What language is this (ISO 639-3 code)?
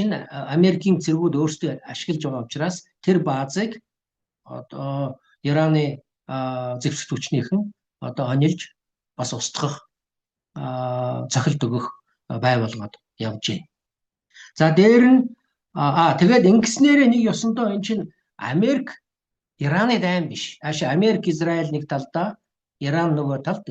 mon